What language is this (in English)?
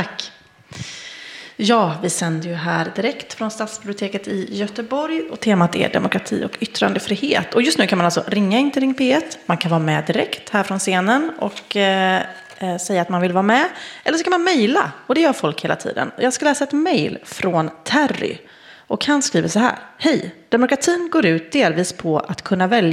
Swedish